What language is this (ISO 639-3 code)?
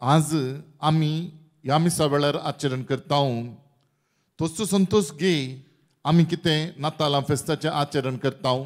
kok